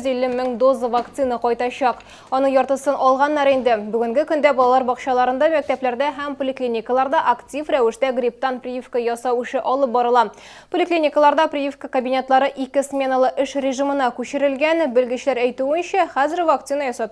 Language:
Tatar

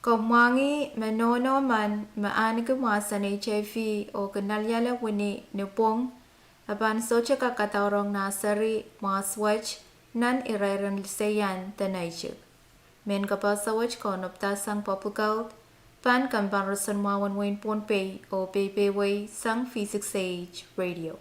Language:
Pohnpeian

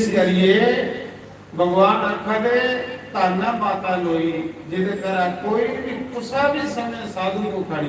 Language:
Dogri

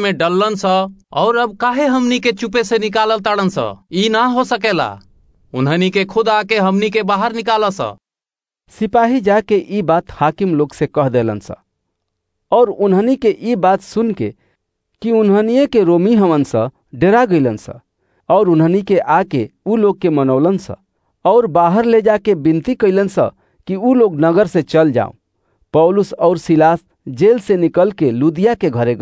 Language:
Bhojpuri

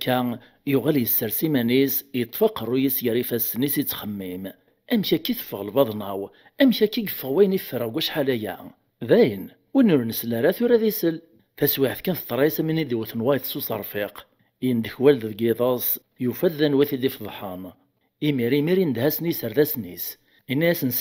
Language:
Kabyle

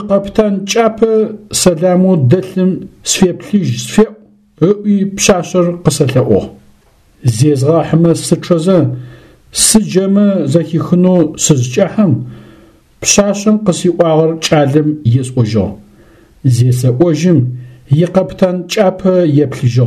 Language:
Adyghe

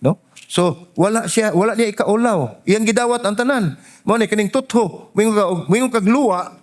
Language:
Cebuano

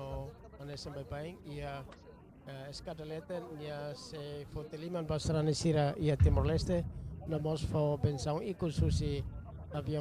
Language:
Tetum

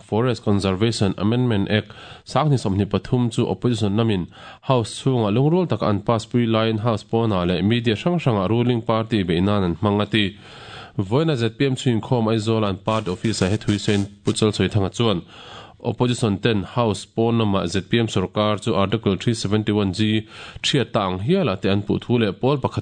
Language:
Mizo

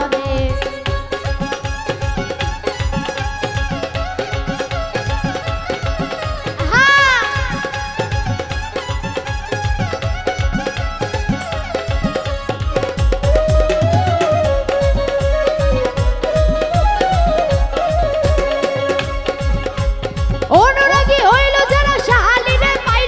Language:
Bangla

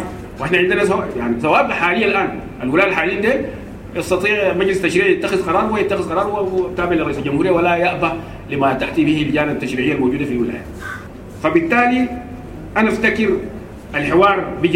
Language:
Sudanese Arabic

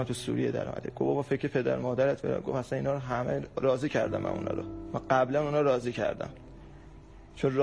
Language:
Persian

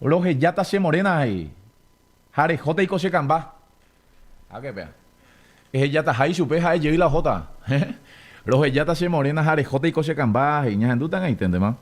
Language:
Guarani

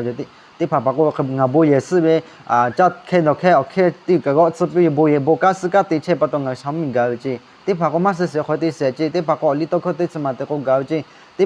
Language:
Lahu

